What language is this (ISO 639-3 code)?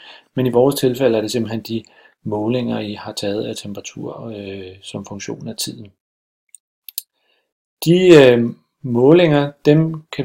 dan